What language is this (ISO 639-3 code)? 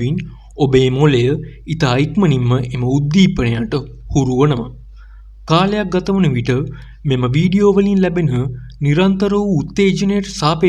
sin